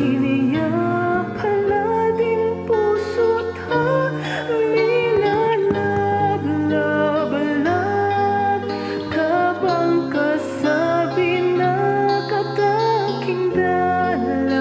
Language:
Pampanga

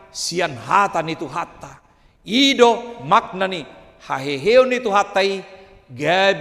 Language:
Batak Toba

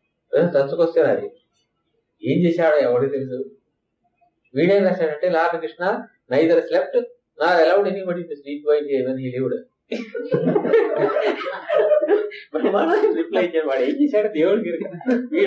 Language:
Telugu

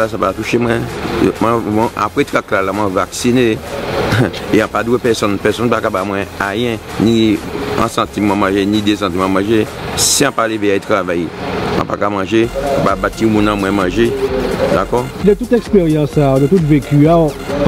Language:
Guadeloupean Creole French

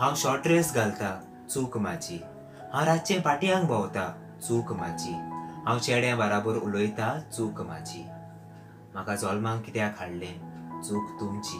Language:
Konkani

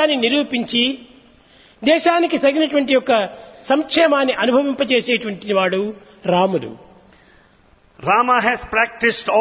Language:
Telugu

